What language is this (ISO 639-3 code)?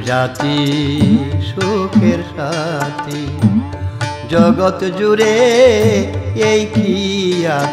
ben